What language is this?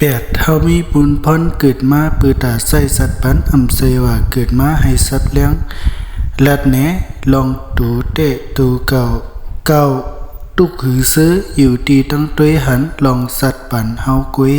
Shan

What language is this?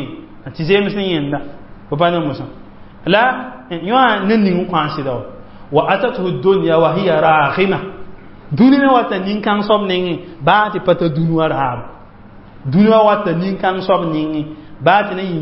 Mossi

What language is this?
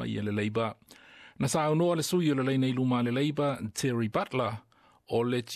Samoan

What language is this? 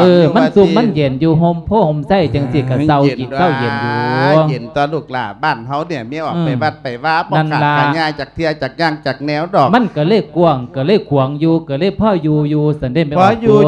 Lao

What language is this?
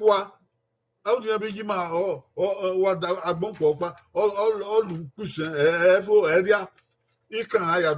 Bini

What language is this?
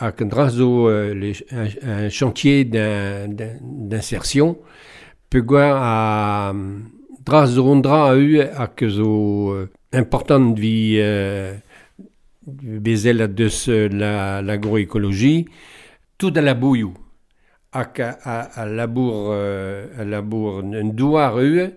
Breton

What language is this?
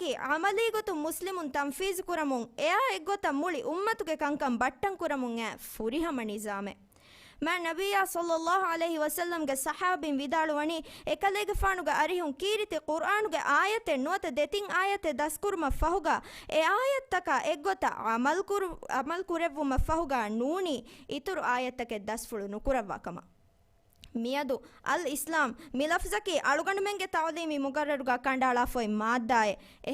Divehi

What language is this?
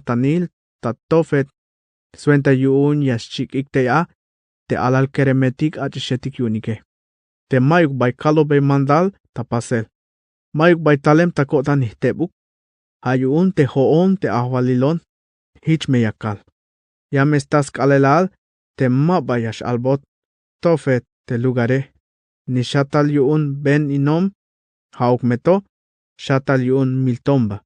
Tzeltal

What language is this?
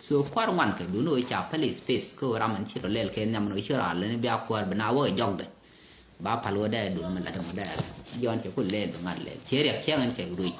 Nuer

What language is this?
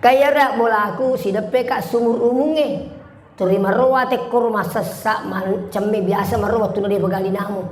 Buginese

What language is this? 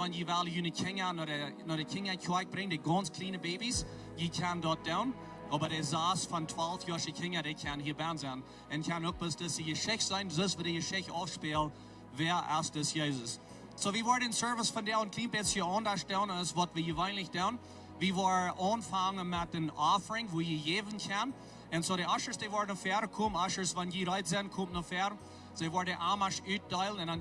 Plautdietsch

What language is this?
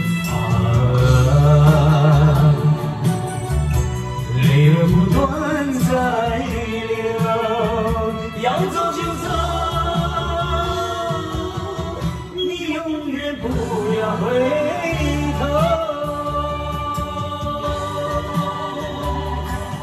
Chinese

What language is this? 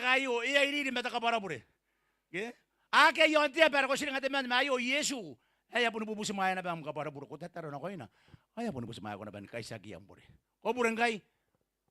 Gilbertese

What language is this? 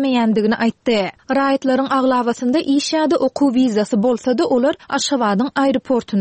Turkmen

